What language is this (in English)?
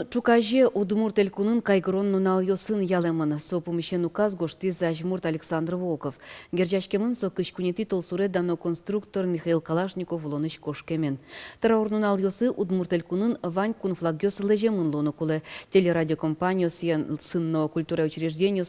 Udmurt